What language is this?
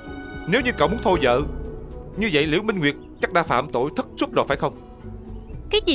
Vietnamese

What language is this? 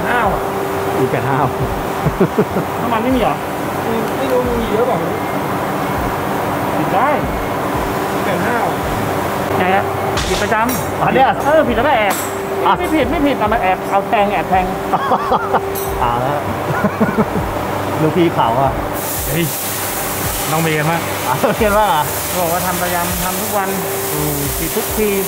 Thai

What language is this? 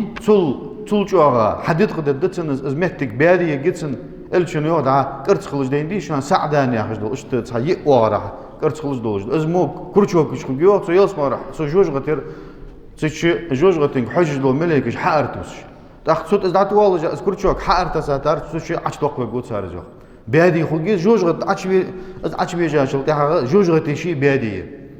Ingush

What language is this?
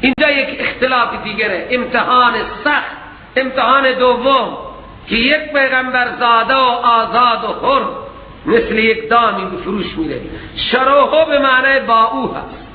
Persian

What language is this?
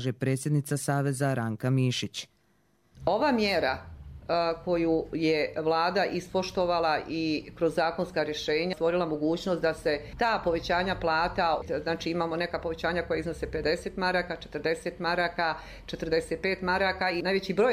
Croatian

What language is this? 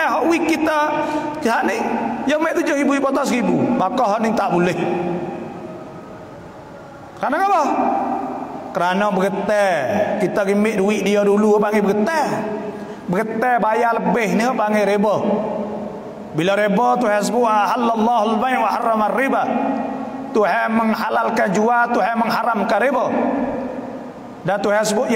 Malay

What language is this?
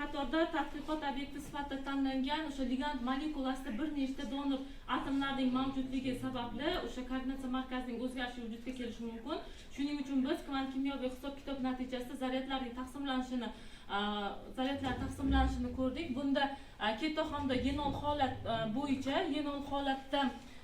Uzbek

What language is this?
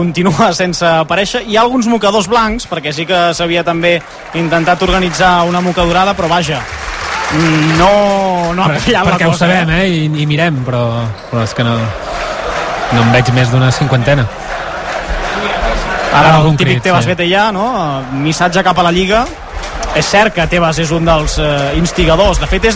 Catalan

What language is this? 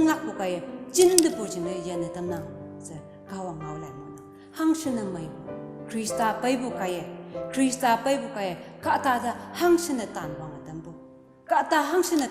Konyak Naga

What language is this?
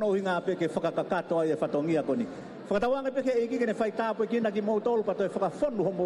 Tongan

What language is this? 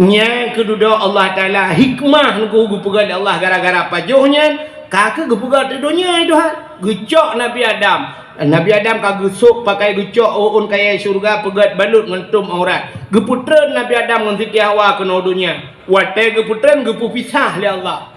Achinese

